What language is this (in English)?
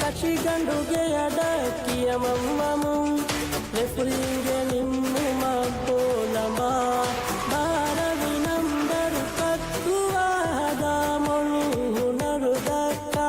Divehi